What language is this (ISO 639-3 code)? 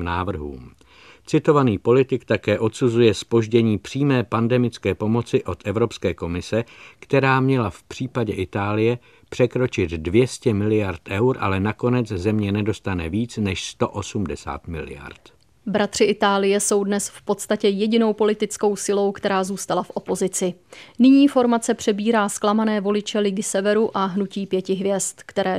ces